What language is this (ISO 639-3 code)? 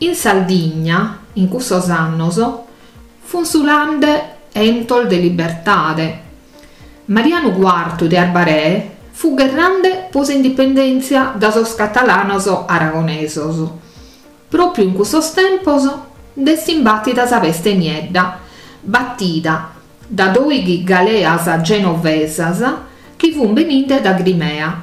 srd